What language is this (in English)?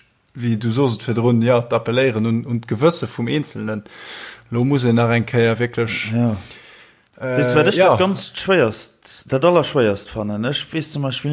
Luxembourgish